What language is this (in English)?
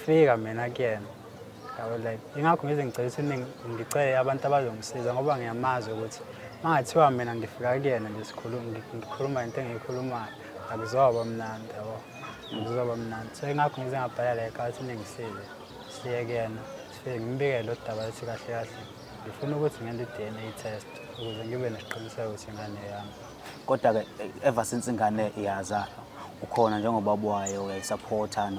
Zulu